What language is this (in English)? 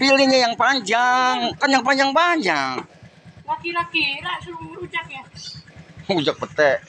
Betawi